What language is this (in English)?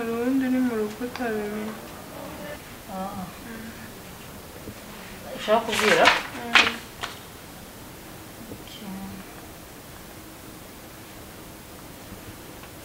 Kinyarwanda